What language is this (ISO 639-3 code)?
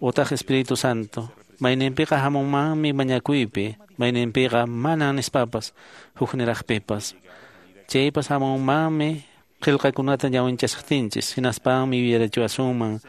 que